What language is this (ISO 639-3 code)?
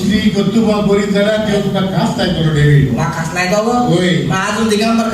kok